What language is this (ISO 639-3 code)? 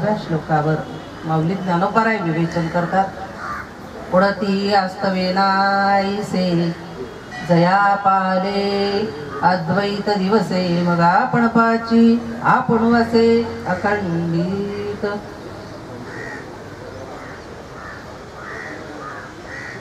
mar